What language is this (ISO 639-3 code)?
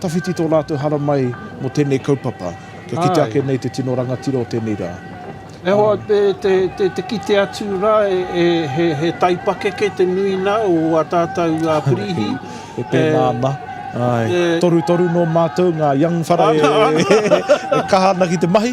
mri